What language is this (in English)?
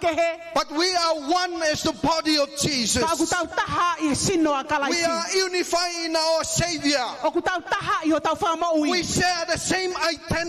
Tongan